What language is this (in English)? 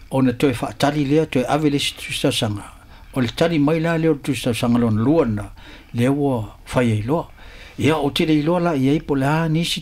Samoan